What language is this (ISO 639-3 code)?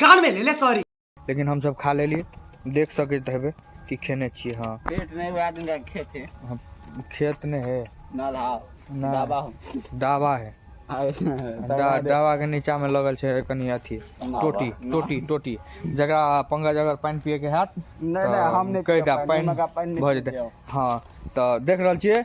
mai